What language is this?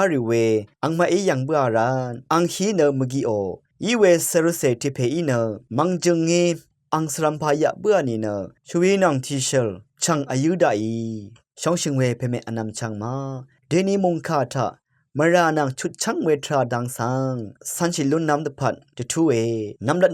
Rawang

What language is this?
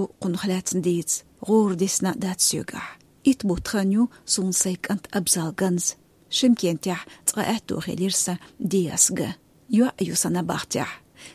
Chechen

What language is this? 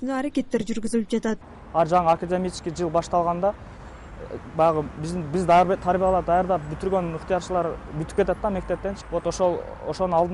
Kyrgyz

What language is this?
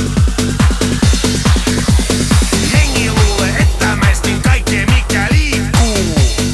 Finnish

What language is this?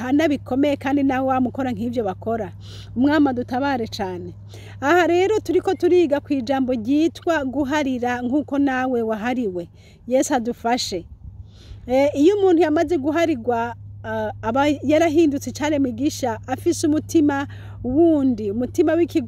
Rundi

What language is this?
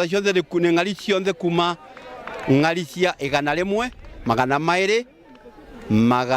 Meru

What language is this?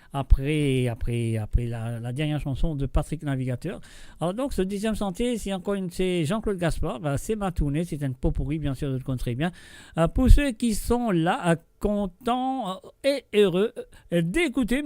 Morisyen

